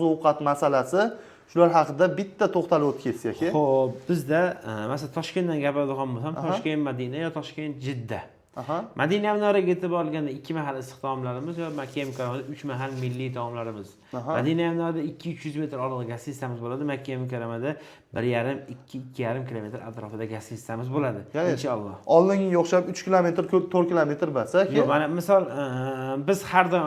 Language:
Uzbek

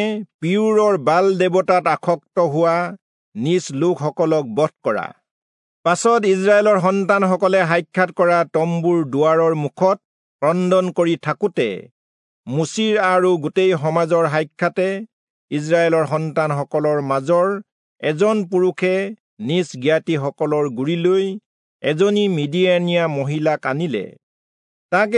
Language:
Assamese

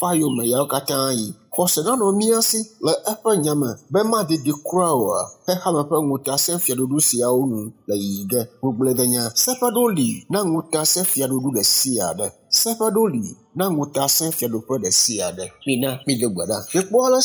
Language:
Ewe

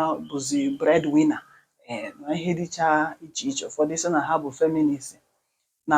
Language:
Igbo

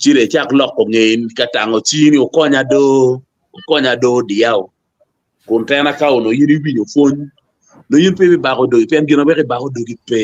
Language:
Acoli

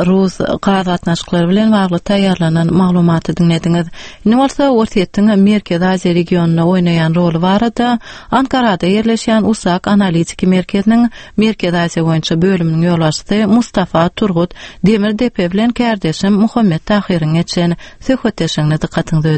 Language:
Turkmen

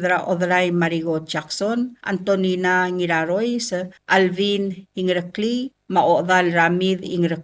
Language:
Palauan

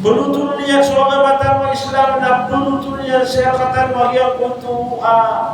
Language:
Maranao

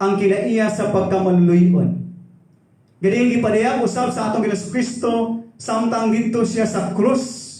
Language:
Cebuano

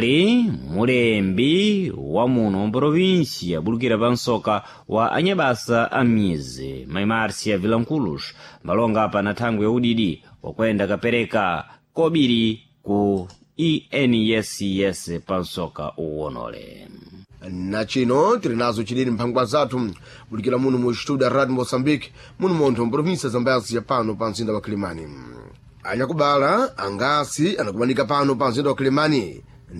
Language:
Sena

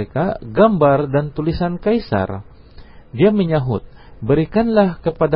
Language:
Indonesian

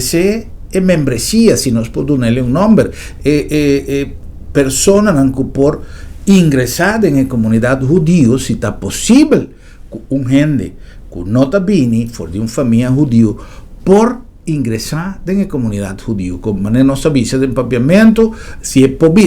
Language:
Papiamento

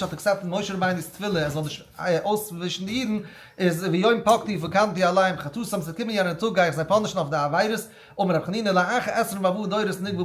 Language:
Yiddish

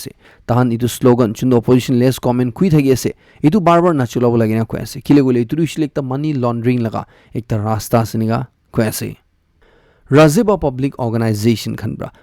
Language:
Naga Pidgin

